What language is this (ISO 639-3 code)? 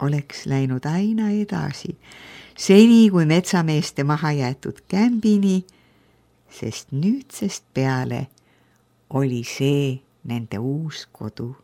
est